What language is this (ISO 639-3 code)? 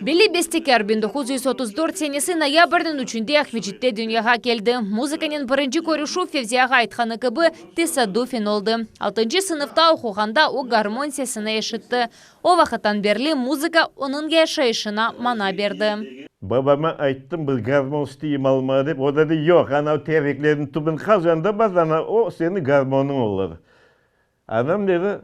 crh